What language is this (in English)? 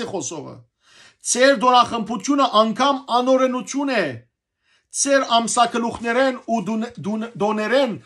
Western Armenian